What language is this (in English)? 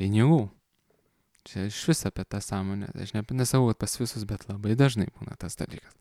Lithuanian